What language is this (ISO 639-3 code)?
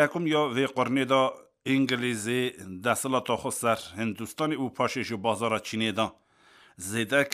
kur